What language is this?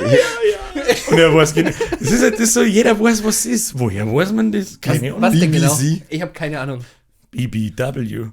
Bavarian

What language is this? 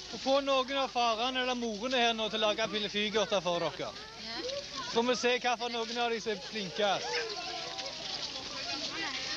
Norwegian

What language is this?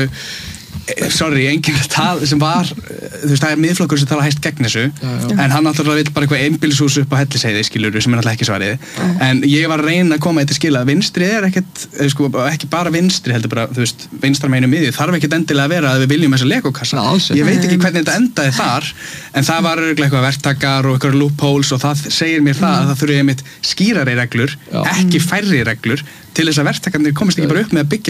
Icelandic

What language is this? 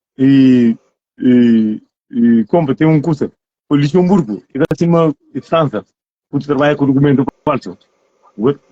Kabuverdianu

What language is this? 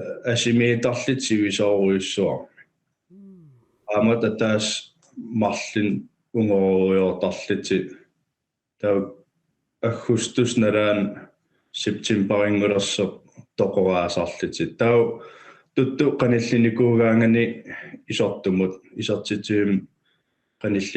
Kalaallisut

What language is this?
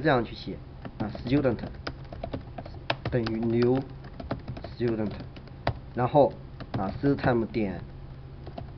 Chinese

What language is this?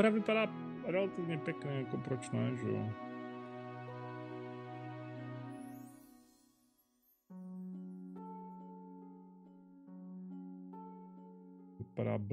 Czech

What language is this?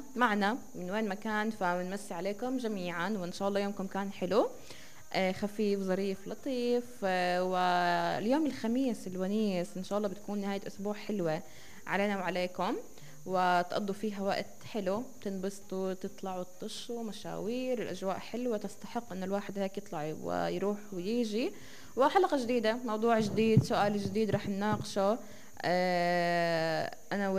North Levantine Arabic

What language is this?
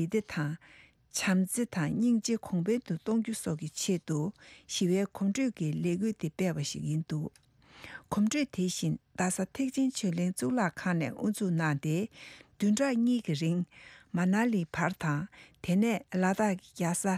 Tibetan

